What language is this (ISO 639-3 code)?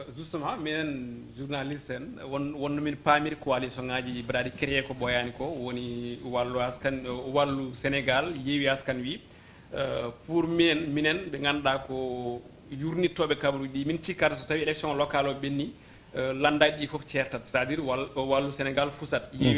ful